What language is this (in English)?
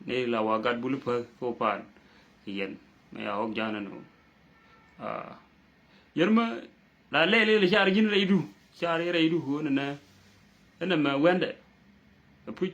Nuer